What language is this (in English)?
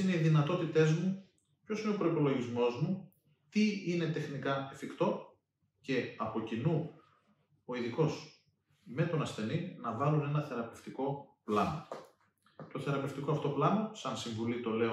Greek